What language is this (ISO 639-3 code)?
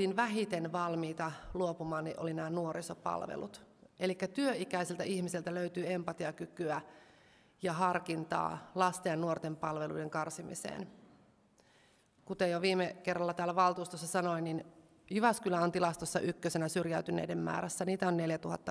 fin